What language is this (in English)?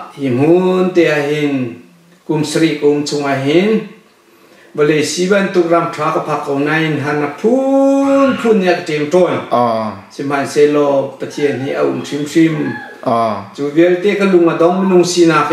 Hakha Chin